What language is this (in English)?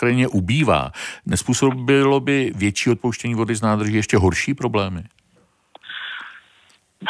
Czech